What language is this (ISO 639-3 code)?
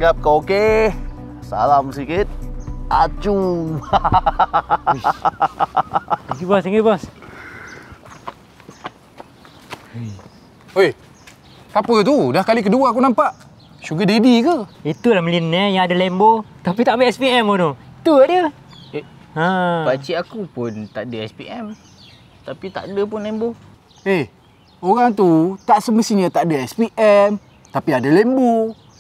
msa